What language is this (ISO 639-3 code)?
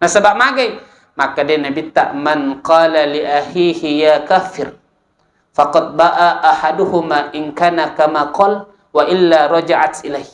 bug